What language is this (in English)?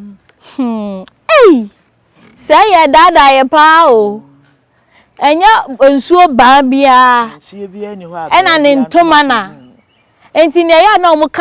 Akan